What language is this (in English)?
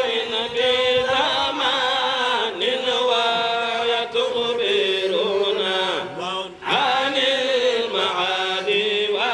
Fula